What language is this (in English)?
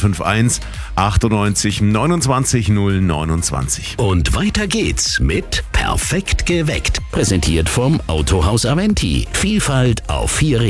German